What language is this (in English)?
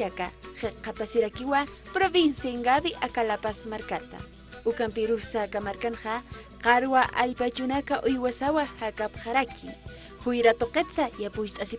Aymara